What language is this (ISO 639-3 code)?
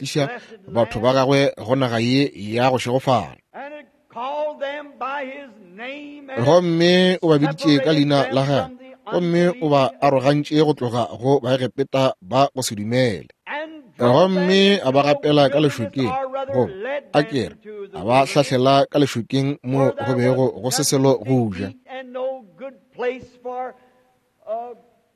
nso